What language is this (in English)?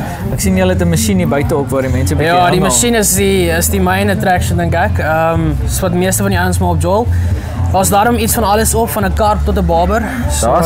Afrikaans